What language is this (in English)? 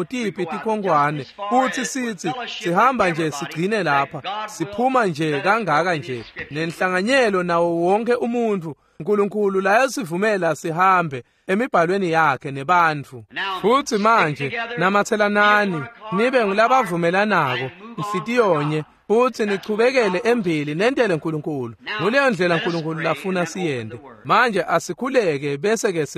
Swati